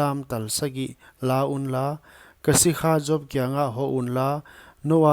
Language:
Paite Chin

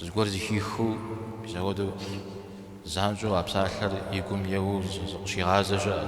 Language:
Kabardian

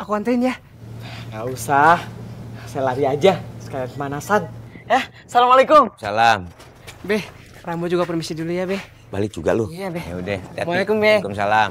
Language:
Betawi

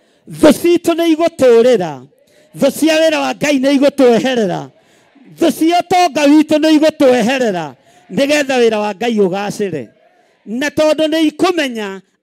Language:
Kikuyu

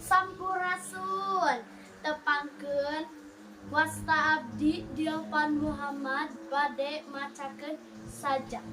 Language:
Sundanese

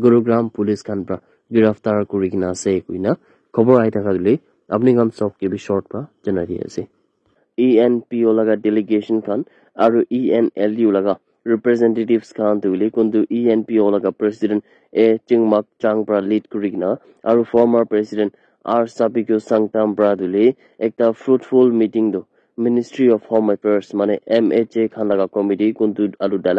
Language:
Naga Pidgin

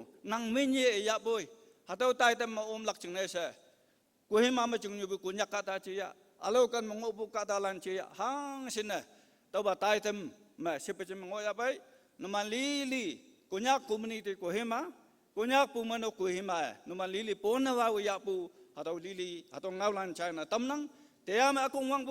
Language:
Konyak Naga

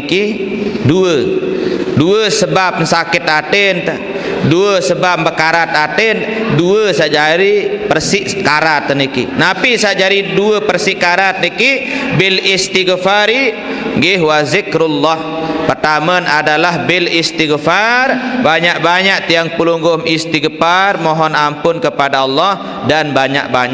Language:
Sasak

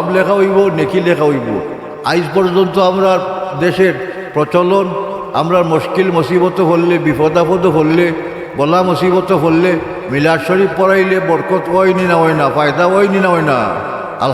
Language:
Sylheti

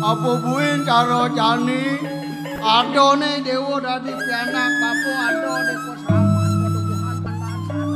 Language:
Balinese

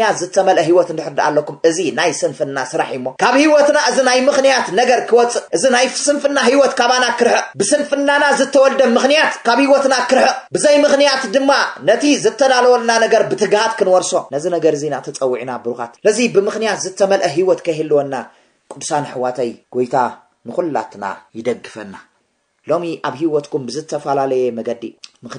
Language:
Tigrinya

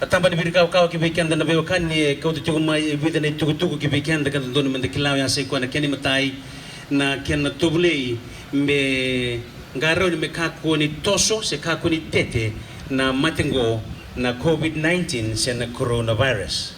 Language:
Fijian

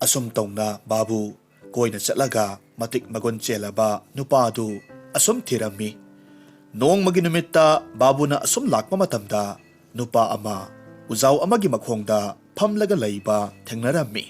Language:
Manipuri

